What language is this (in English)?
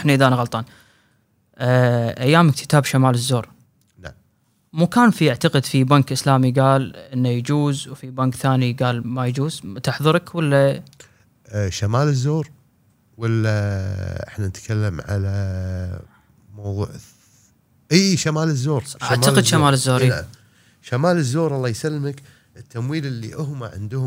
Gulf Arabic